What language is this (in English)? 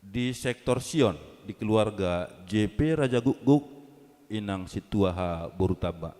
Batak Toba